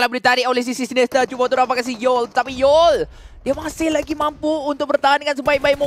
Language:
Malay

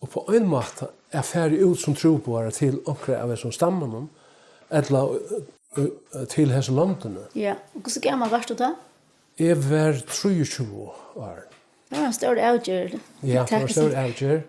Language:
Faroese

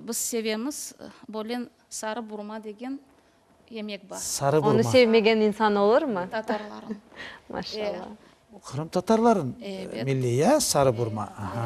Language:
Crimean Tatar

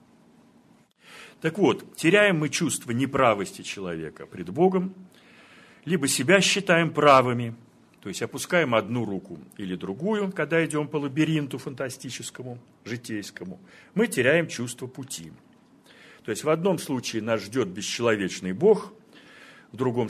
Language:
Russian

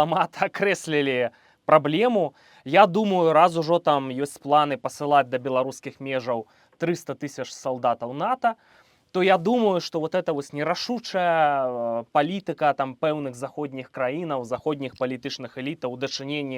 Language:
Belarusian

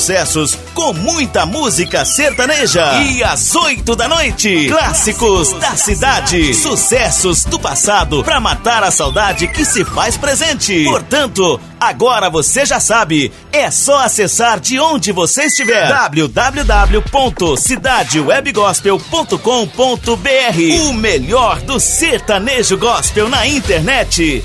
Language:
Portuguese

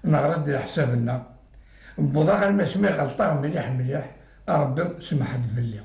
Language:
Kabyle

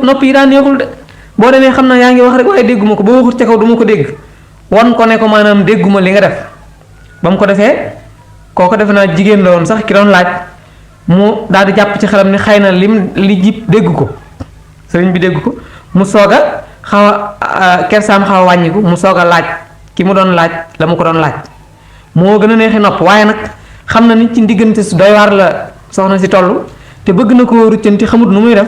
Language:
Wolof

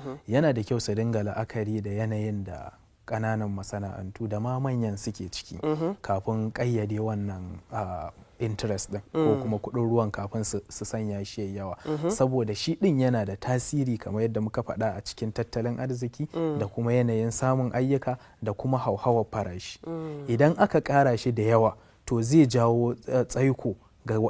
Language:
Hausa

